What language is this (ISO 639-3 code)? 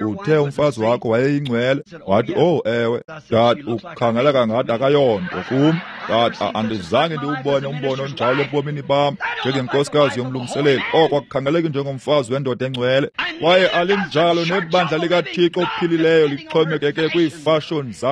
xho